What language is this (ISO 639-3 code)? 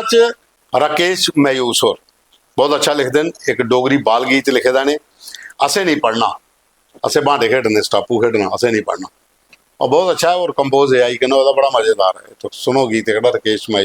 doi